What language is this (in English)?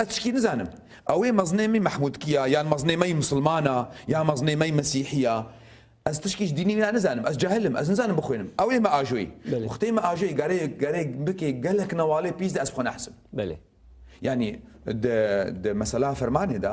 Kurdish